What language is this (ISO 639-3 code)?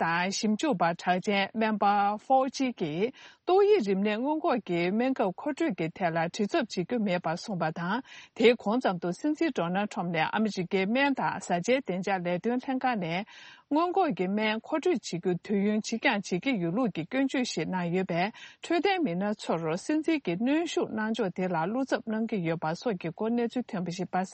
bod